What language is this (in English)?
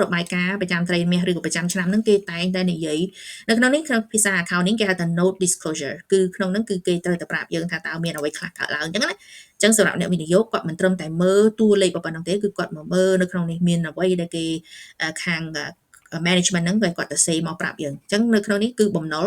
Khmer